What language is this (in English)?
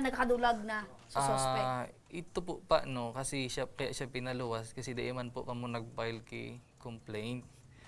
Bikol